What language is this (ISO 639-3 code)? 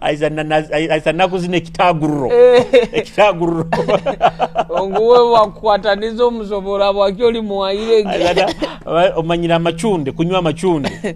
nyo